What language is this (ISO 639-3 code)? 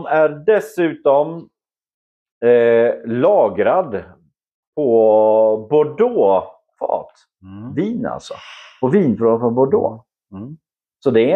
swe